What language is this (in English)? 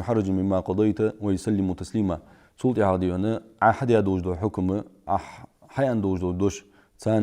Ingush